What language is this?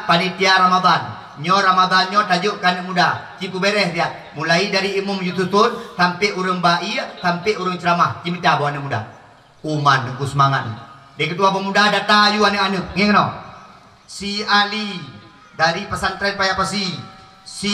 Achinese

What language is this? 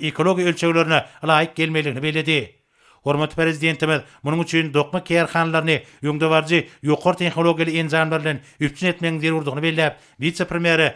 Turkmen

